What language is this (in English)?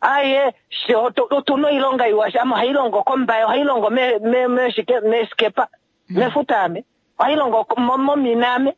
Kuanyama